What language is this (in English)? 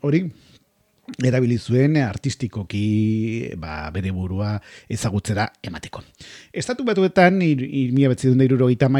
Basque